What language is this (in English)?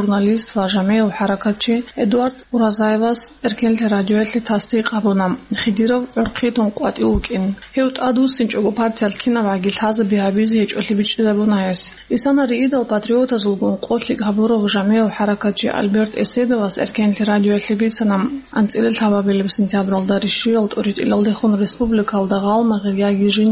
Avaric